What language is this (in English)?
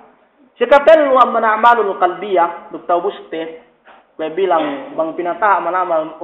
Yakan